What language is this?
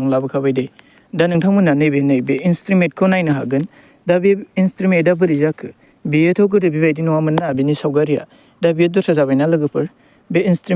Bodo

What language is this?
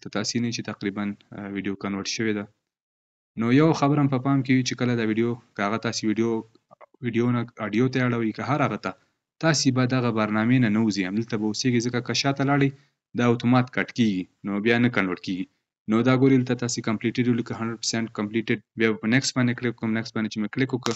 Pashto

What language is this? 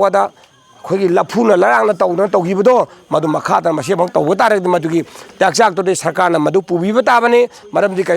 Manipuri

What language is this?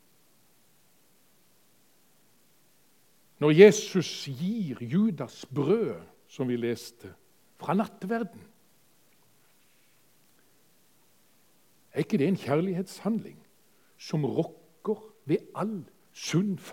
Norwegian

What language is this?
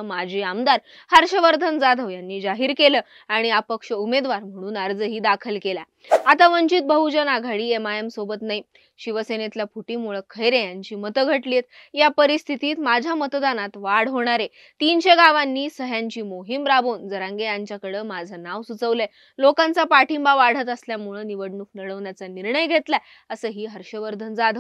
Marathi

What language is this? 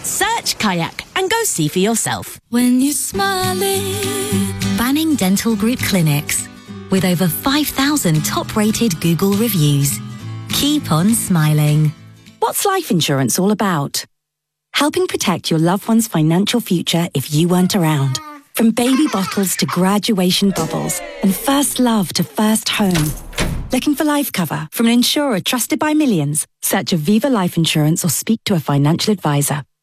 English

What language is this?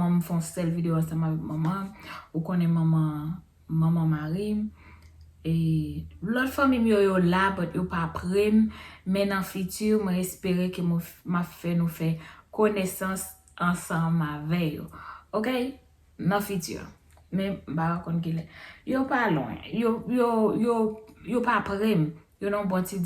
Haitian Creole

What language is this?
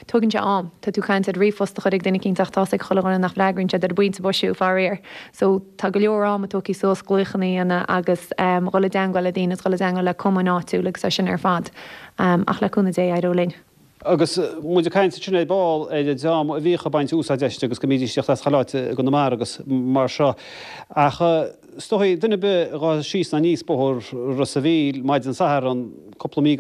Irish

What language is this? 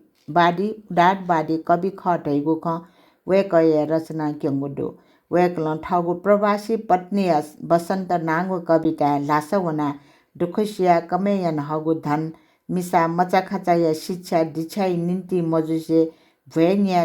Newari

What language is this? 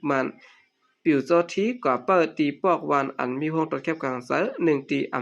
Shan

